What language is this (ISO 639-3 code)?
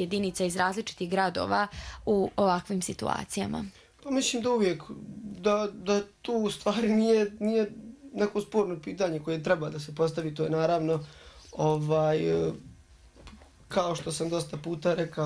bos